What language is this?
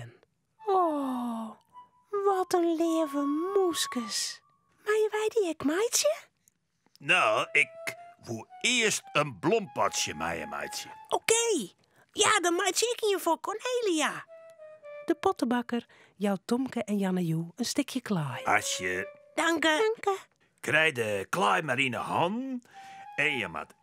Western Frisian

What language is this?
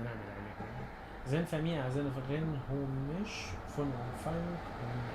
North Levantine Arabic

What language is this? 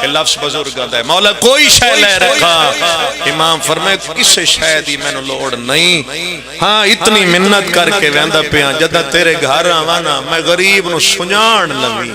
Pahari-Potwari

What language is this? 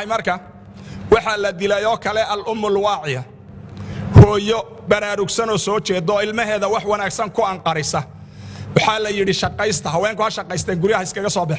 Somali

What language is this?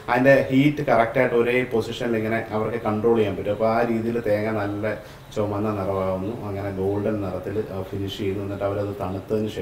Malayalam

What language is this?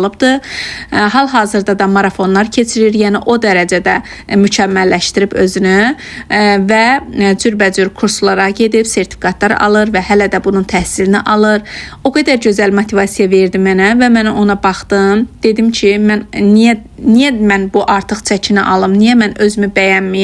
Azerbaijani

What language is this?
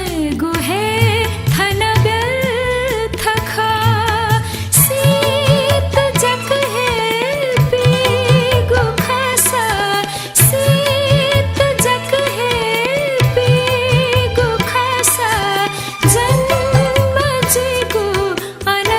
Newari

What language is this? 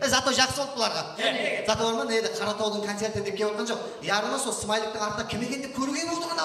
Kara-Kalpak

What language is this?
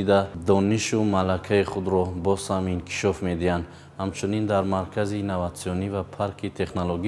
Tajik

